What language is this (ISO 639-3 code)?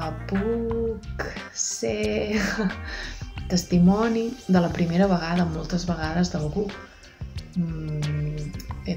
cat